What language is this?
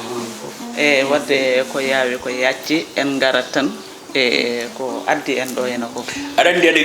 Fula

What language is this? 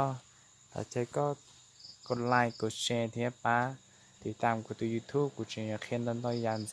Hmong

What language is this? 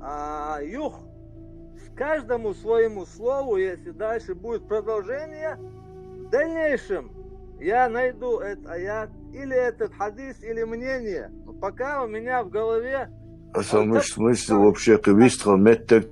Chechen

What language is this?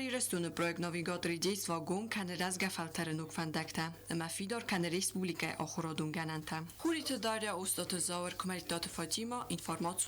Ossetic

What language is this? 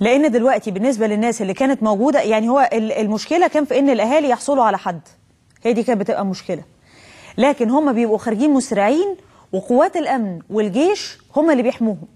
Egyptian Arabic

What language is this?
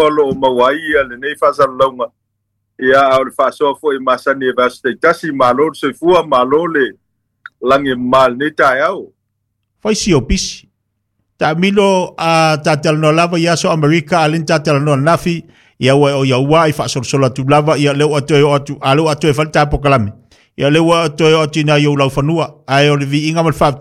Samoan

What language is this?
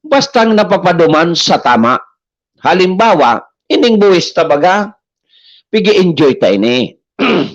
Bikol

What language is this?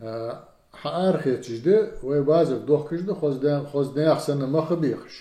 Ingush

